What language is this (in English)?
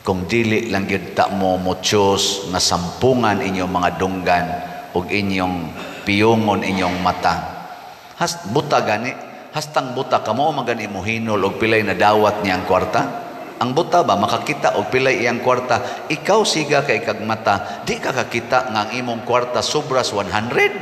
Cebuano